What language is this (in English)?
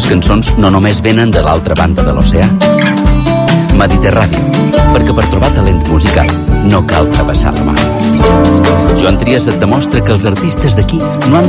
Catalan